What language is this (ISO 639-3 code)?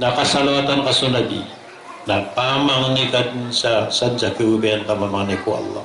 mrw